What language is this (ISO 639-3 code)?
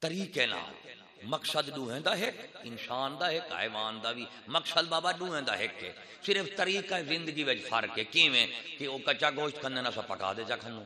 skr